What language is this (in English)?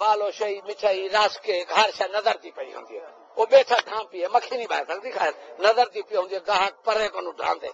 Saraiki